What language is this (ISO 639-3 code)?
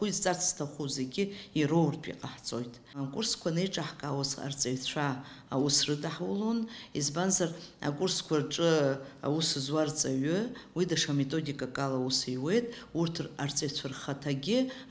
abk